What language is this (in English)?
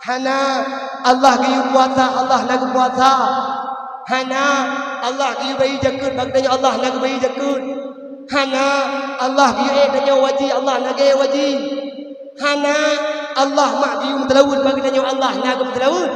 Achinese